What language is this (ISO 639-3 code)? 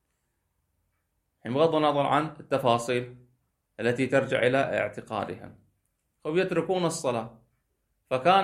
ara